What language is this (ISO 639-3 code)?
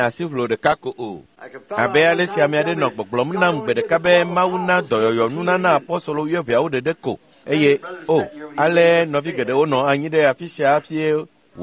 ewe